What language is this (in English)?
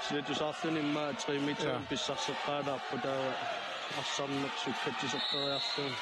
Kalaallisut